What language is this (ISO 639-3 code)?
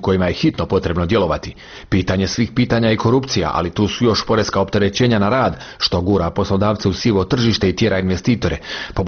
hrv